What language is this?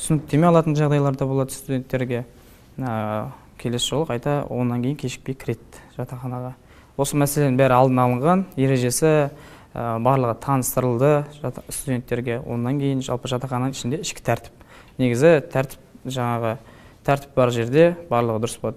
Kazakh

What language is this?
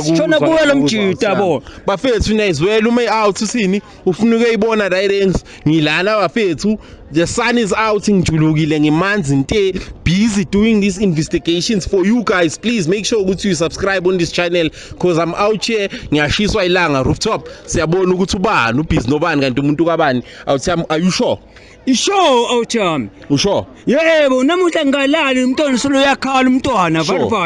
Zulu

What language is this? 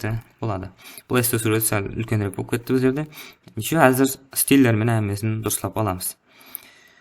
Kara-Kalpak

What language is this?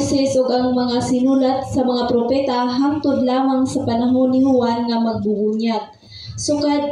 Cebuano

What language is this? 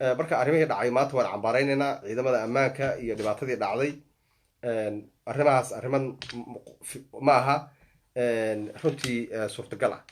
Somali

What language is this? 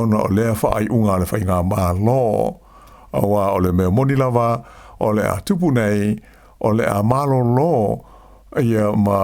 Samoan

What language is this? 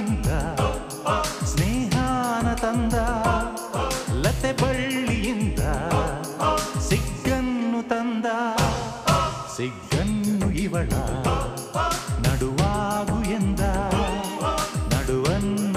Kannada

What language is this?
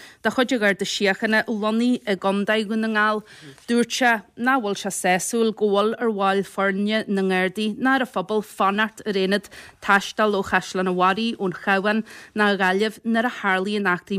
Irish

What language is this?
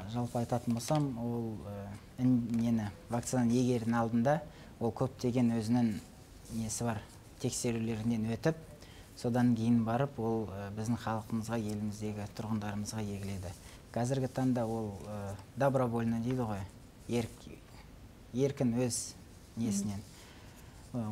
Kazakh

